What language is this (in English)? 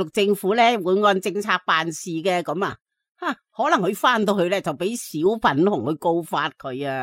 Cantonese